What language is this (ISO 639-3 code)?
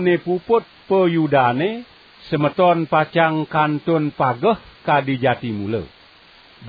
ban